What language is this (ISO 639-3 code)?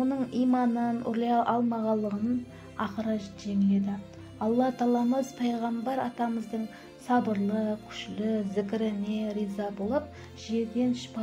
kaa